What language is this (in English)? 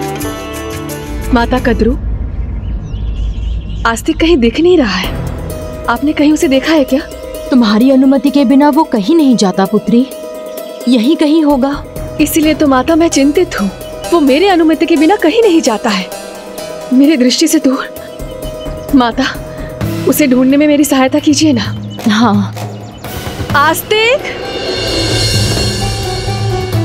Hindi